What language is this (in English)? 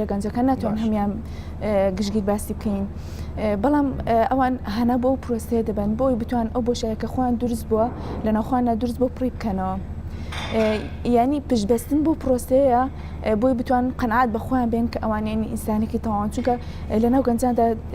Central Kurdish